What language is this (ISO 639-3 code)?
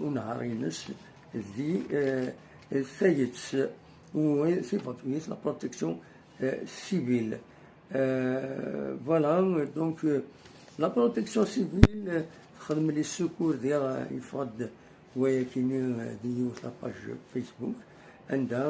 kab